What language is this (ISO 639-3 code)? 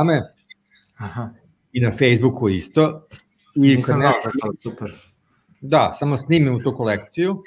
srp